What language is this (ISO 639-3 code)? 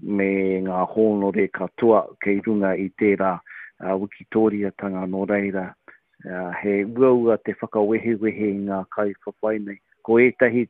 mri